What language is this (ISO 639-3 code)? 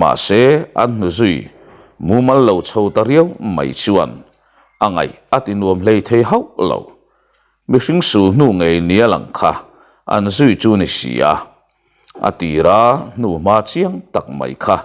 lus